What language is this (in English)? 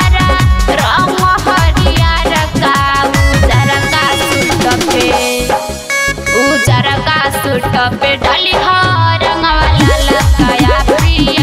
Bhojpuri